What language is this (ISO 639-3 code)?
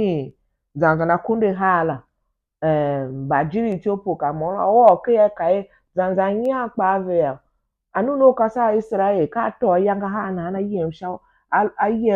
tiv